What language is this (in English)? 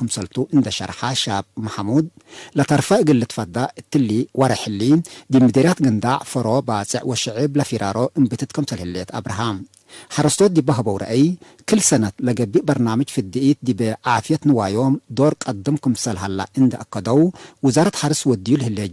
Tigre